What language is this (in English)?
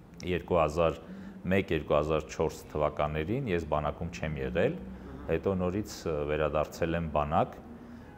Armenian